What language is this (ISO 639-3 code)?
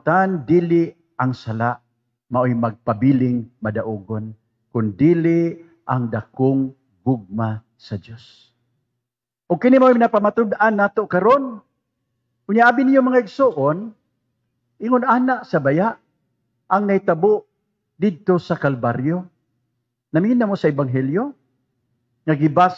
ceb